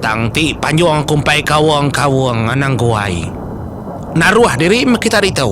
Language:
Iban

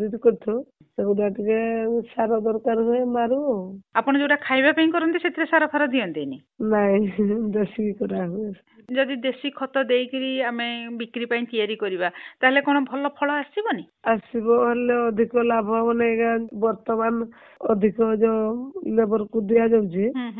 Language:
Odia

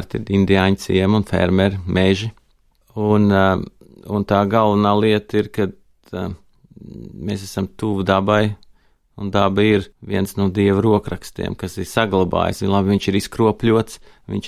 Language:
Latvian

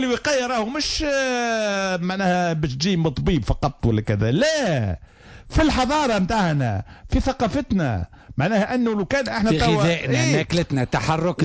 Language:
Tunisian Arabic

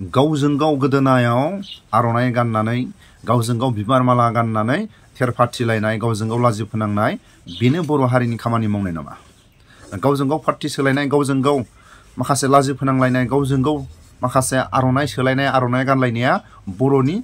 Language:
Bodo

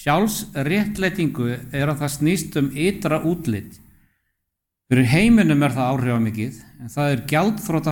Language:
Icelandic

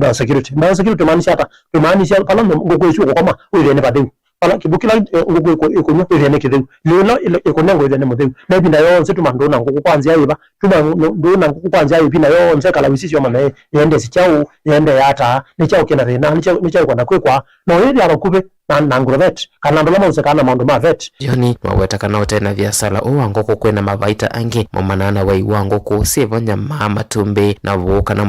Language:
Kamba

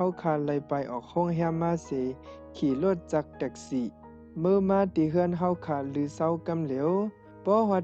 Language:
Shan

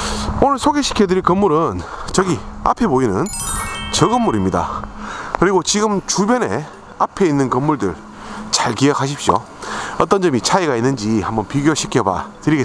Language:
Korean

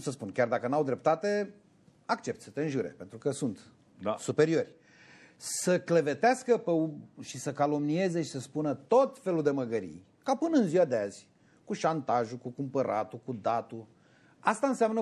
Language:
Romanian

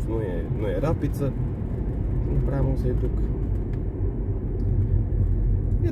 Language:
Romanian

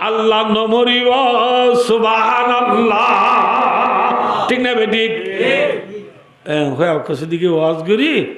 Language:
Rohingya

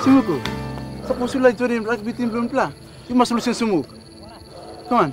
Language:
Tok Pisin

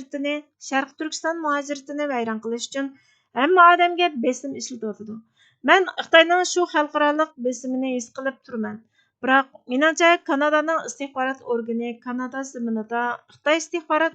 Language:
Uyghur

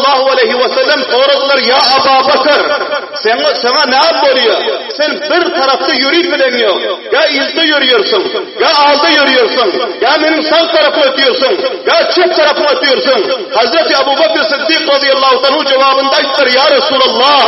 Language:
Turkmen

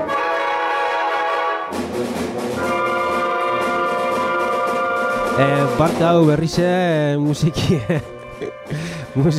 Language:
Basque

